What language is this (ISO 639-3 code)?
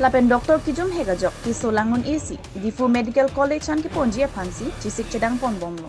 mjw